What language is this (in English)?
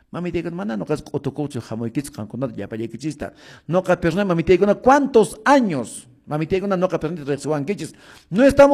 Quechua